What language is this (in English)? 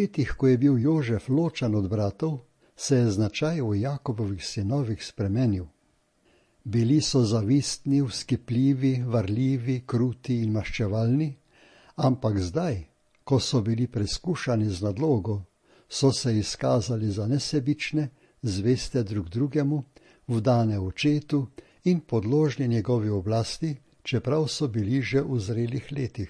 Slovenian